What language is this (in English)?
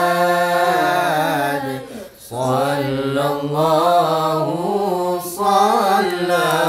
Malay